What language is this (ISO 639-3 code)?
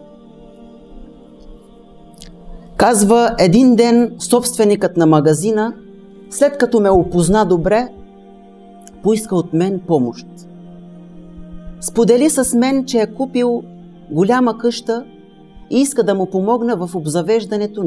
bul